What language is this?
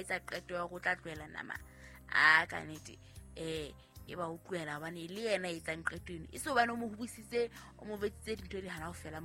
Southern Sotho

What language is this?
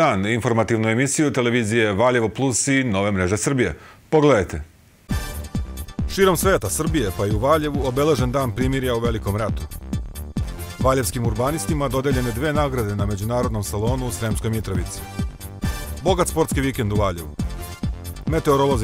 Serbian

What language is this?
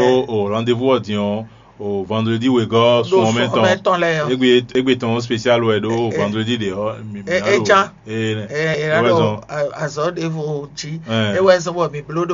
Fon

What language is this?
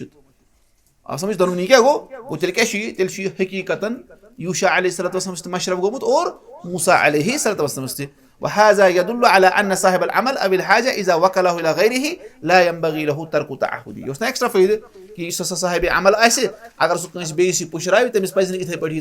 Kashmiri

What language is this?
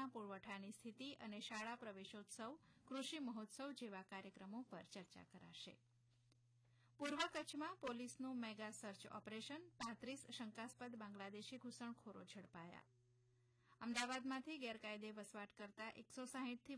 Gujarati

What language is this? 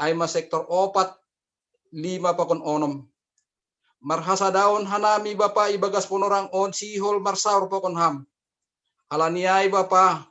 Batak Simalungun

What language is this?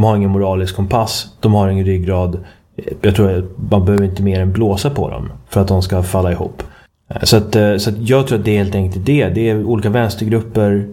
Swedish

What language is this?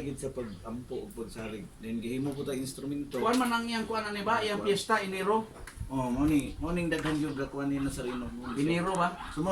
Cebuano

